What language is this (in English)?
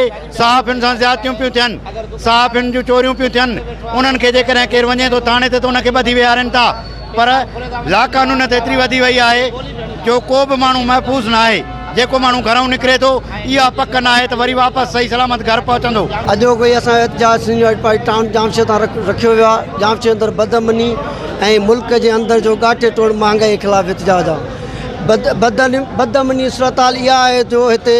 Sindhi